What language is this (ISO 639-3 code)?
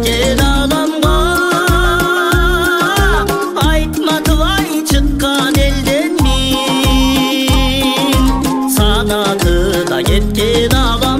kaz